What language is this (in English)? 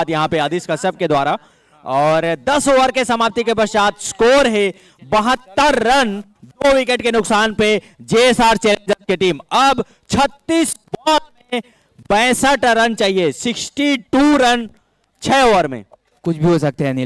Chhattisgarhi